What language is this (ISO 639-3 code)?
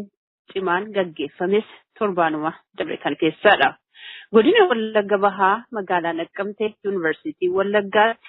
orm